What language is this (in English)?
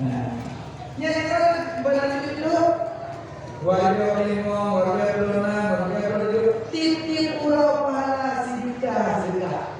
Achinese